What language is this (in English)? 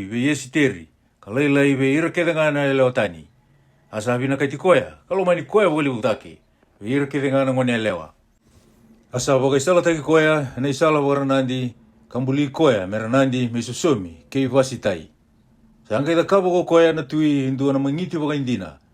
Fijian